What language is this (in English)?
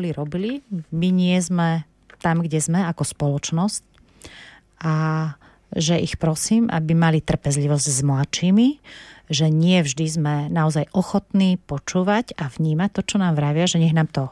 Slovak